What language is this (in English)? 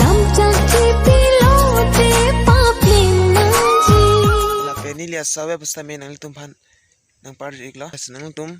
Karbi